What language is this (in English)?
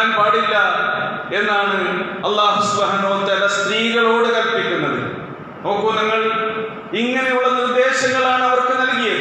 Malayalam